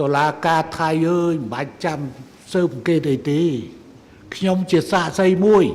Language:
Khmer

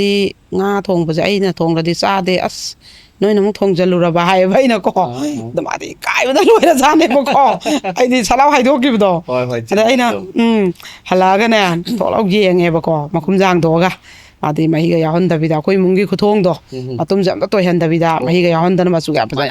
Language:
Manipuri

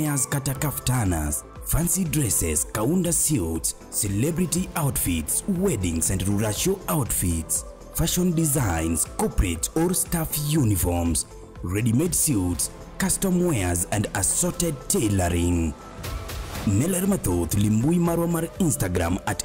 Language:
Luo (Kenya and Tanzania)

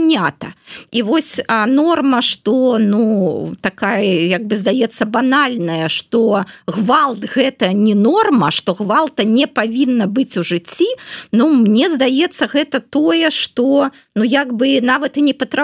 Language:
Belarusian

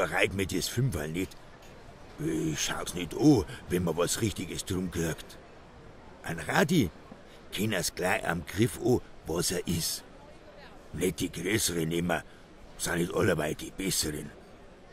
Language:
Bavarian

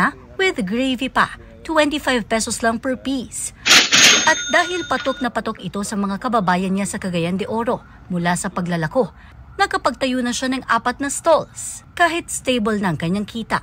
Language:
Filipino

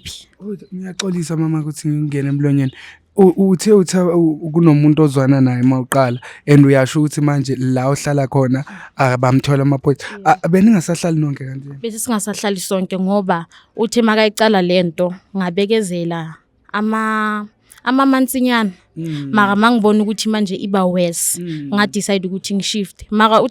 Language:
Zulu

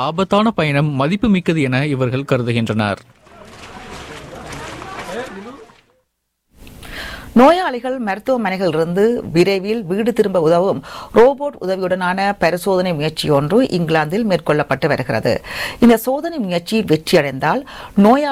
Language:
Tamil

